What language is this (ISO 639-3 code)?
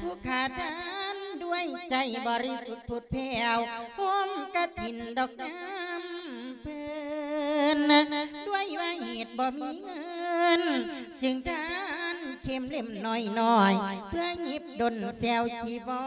lao